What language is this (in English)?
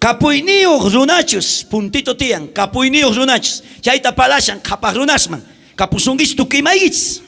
South Bolivian Quechua